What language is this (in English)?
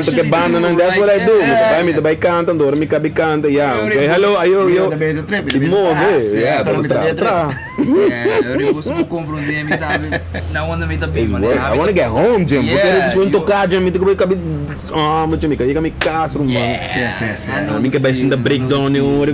Papiamento